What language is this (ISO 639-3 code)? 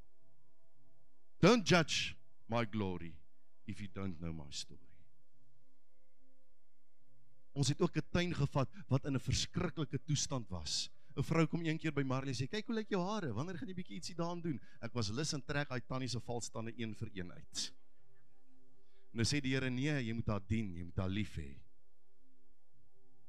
afr